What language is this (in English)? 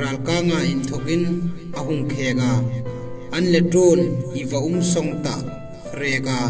Hmar